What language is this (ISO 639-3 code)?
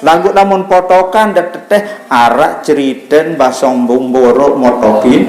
sas